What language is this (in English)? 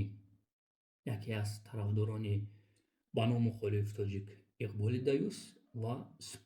Tajik